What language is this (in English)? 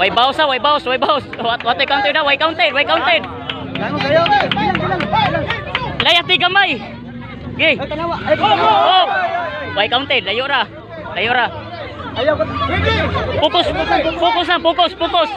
Cebuano